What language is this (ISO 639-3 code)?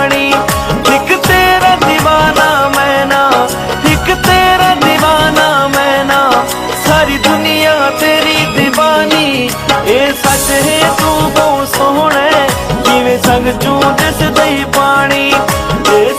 phr